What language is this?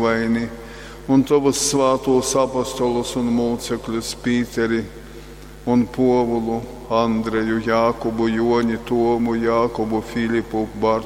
Latgalian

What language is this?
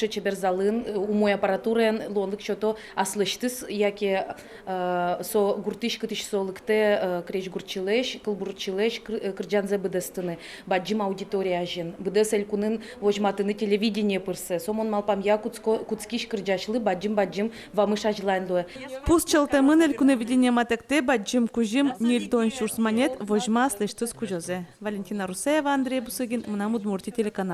Udmurt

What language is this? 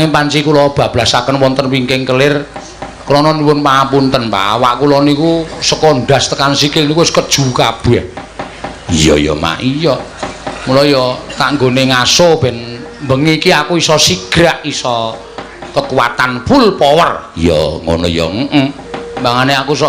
Javanese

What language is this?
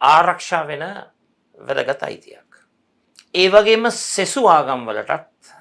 Sinhala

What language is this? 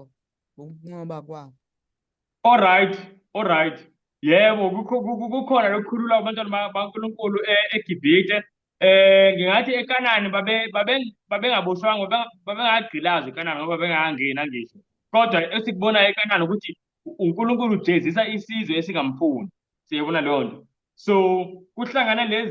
Zulu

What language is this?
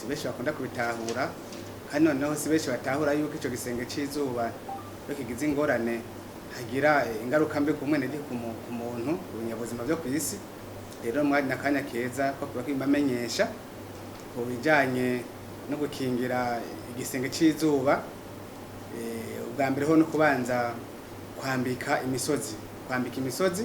Rundi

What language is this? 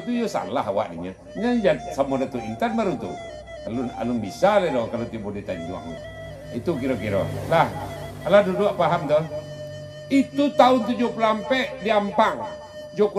Minangkabau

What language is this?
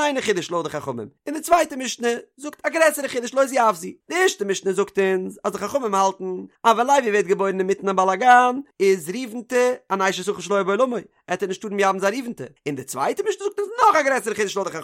Yiddish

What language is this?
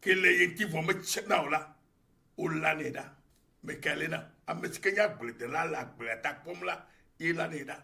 Ewe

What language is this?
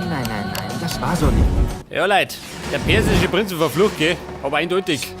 Bavarian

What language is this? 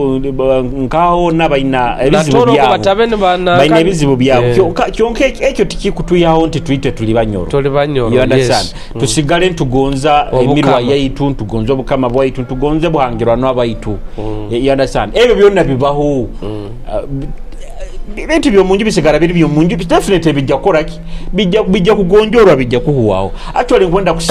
Nyoro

